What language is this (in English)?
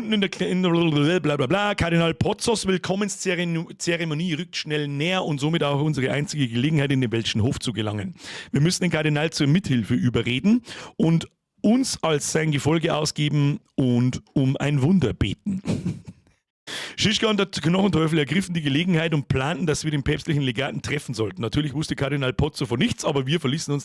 Bavarian